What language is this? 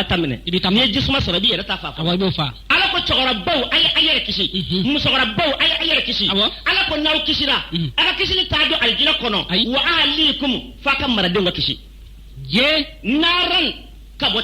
Bambara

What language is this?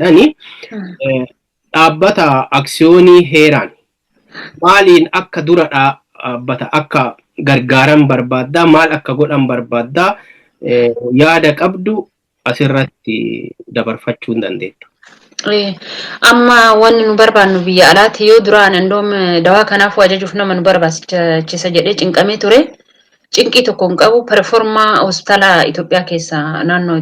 Oromo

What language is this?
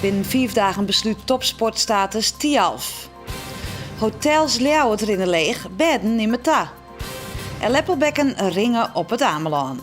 Western Frisian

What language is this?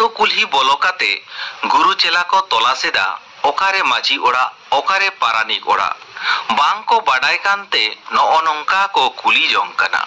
Santali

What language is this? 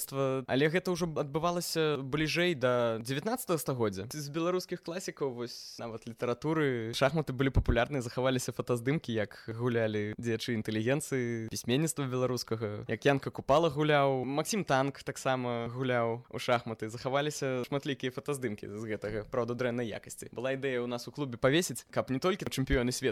Belarusian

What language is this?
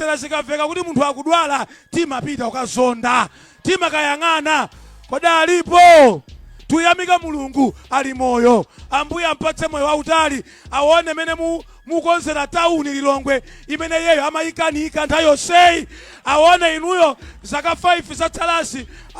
Nyanja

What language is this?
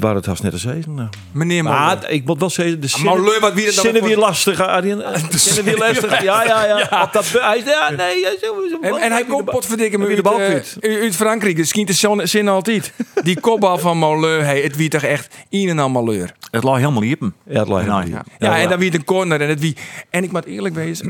Western Frisian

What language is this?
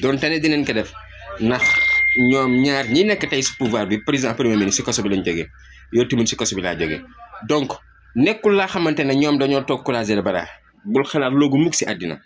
Wolof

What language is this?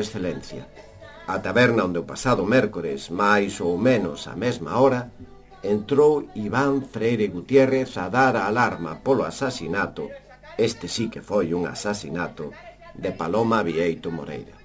Galician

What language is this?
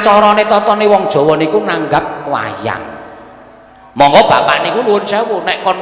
Javanese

